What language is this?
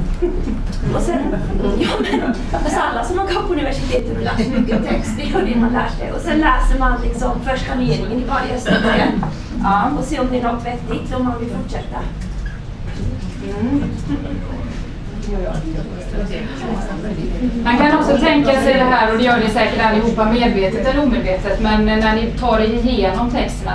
Swedish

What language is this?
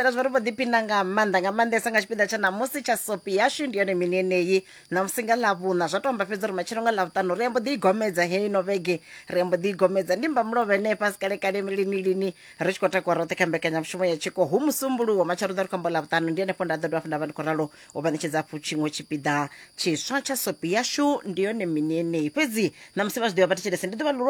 Venda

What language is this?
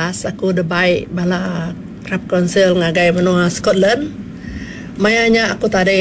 Iban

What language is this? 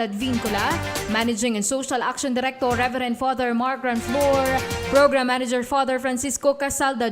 Hiligaynon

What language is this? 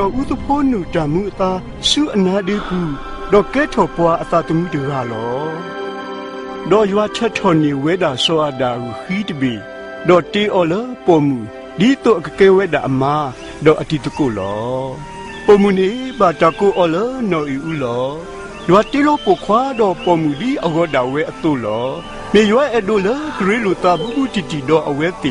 S'gaw Karen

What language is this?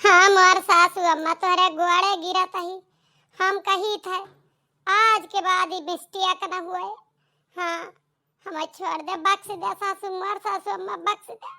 Awadhi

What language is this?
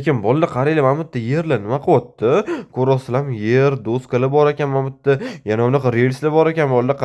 Uzbek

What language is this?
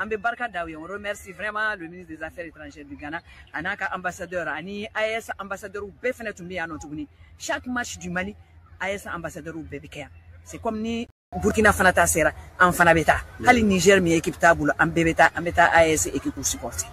Bambara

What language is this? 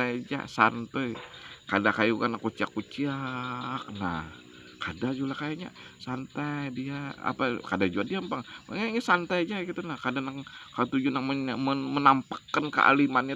Banjar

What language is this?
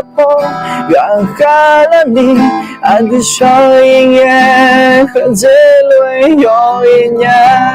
Akha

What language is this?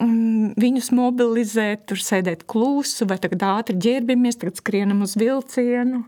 Latvian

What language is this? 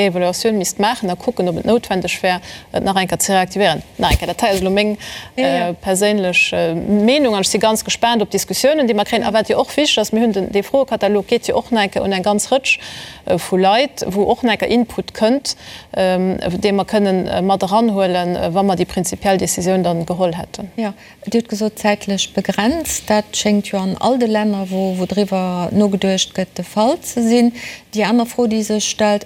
Luxembourgish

